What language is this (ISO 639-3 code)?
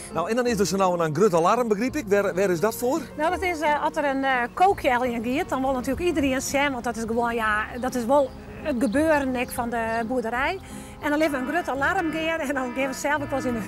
fry